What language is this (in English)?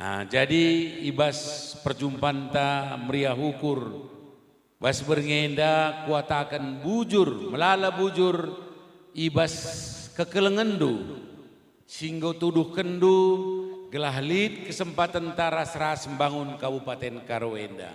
Batak Karo